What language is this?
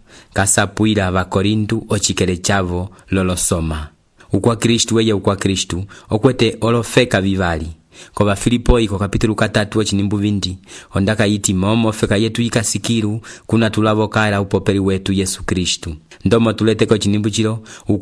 Umbundu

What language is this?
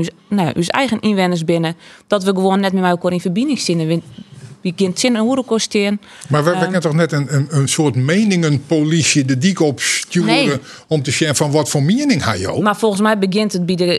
Western Frisian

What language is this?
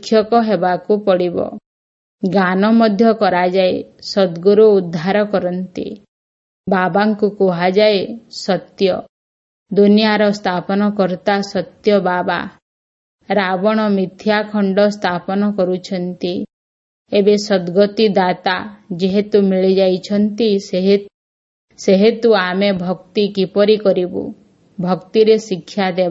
Odia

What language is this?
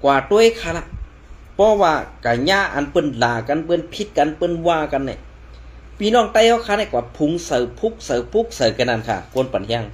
Shan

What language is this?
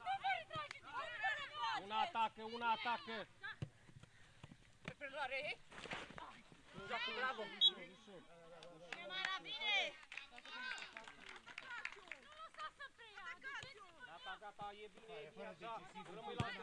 Romanian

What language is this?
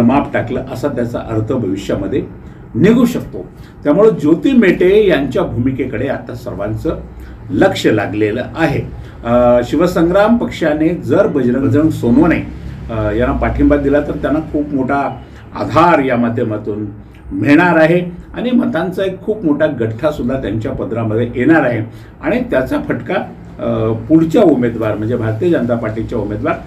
Marathi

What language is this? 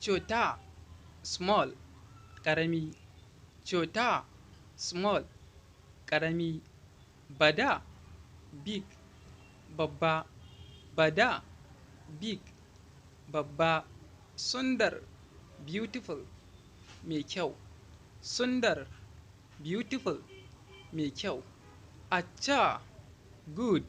Hausa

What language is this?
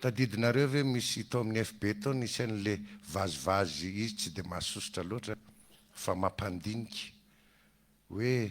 Malagasy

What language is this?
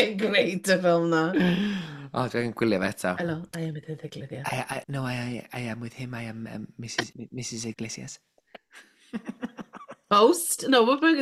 Welsh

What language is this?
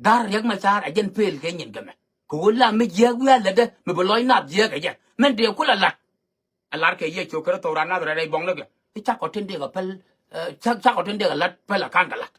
Nuer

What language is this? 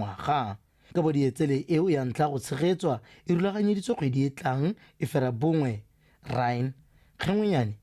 Tswana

